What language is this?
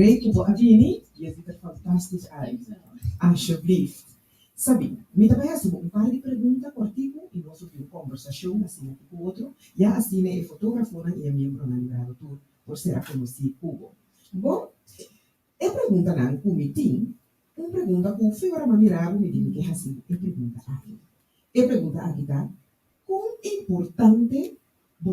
Papiamento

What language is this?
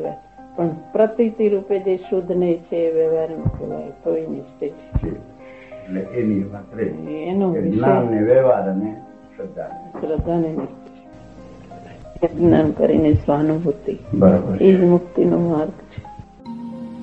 Gujarati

